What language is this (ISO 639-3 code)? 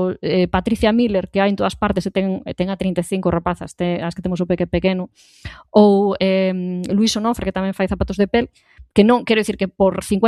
glg